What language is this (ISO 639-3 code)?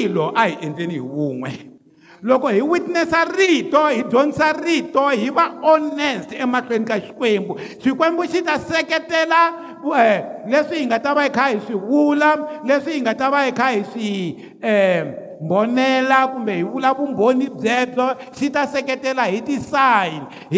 tso